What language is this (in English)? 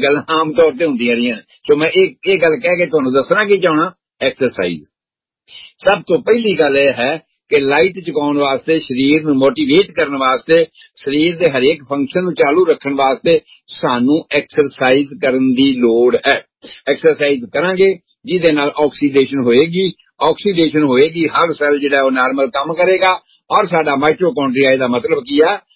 Punjabi